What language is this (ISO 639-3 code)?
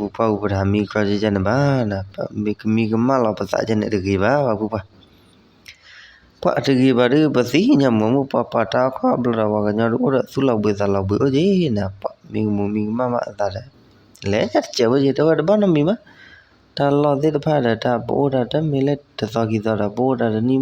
ksw